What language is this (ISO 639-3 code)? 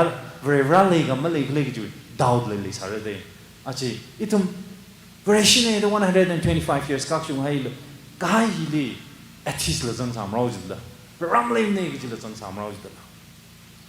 nmf